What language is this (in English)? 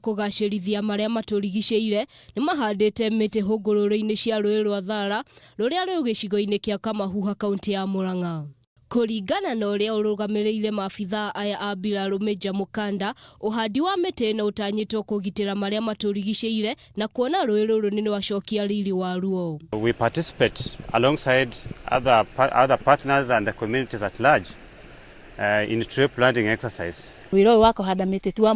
Kikuyu